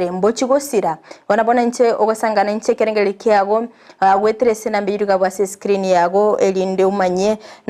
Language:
Gusii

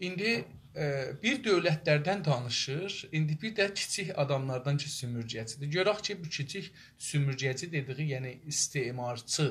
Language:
South Azerbaijani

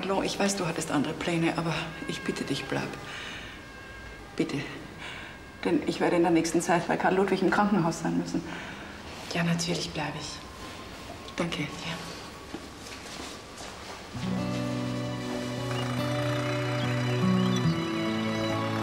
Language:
German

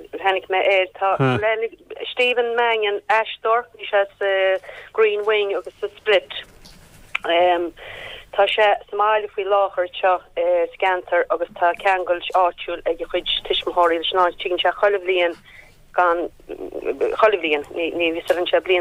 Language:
Irish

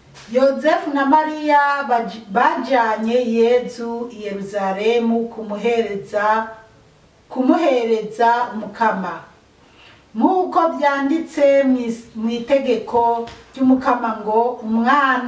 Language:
Rundi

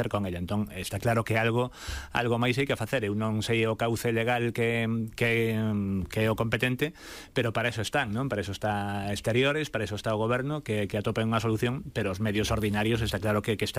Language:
Galician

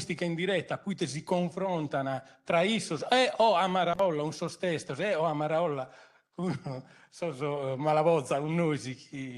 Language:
Sardinian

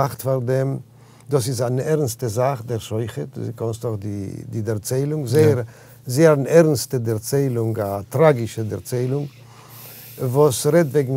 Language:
Yiddish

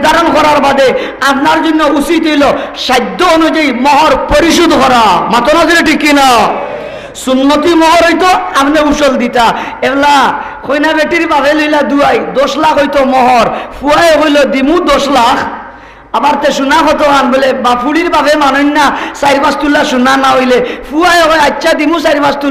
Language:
Sylheti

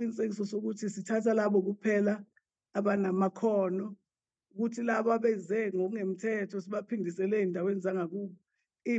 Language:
Zulu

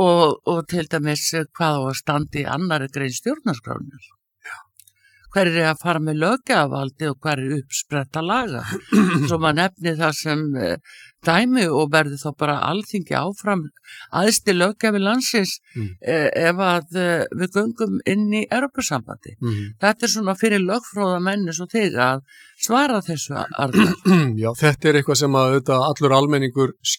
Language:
Icelandic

